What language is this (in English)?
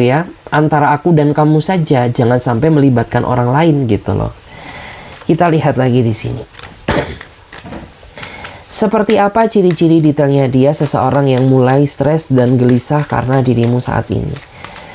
Indonesian